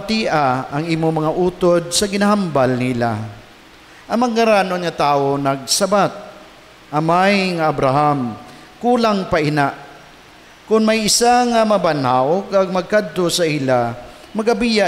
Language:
Hiligaynon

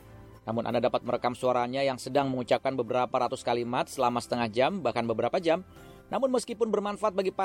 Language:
Indonesian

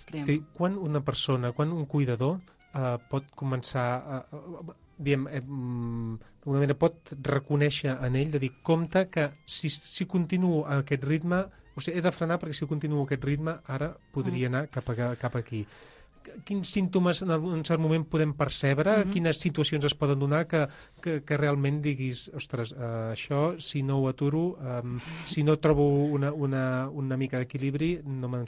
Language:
Catalan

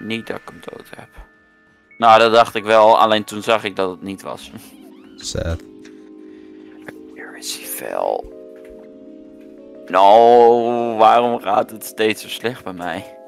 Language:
Dutch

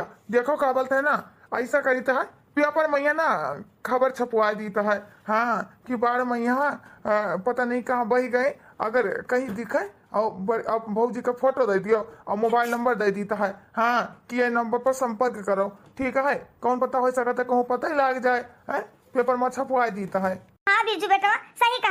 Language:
Awadhi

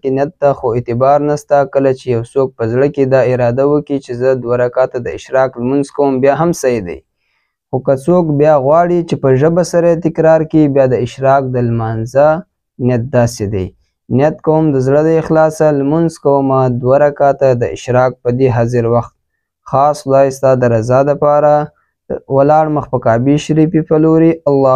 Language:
Pashto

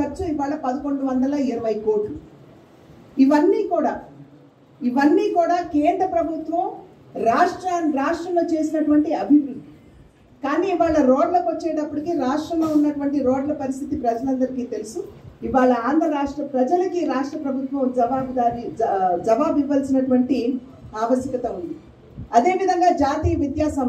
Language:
Telugu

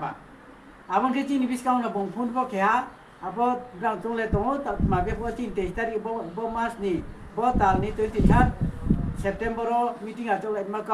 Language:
Riang (India)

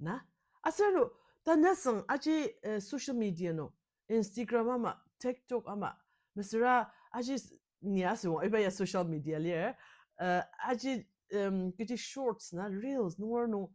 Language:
Ao Naga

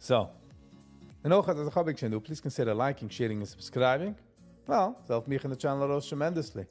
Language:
Yiddish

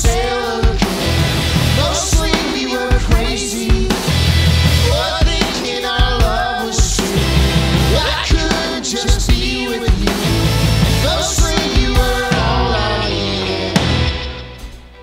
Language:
English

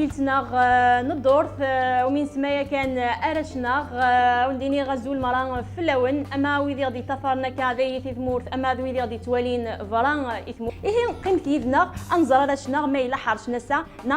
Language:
Kabyle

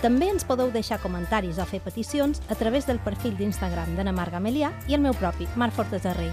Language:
Catalan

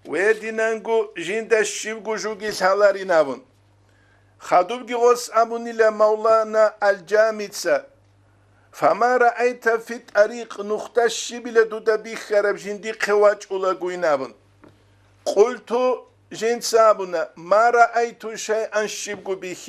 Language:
Avaric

